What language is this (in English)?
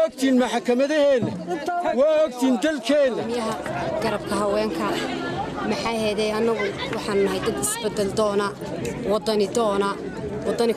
Somali